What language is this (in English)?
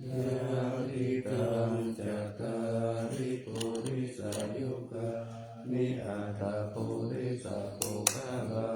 Pali